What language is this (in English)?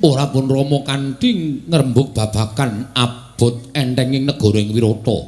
Javanese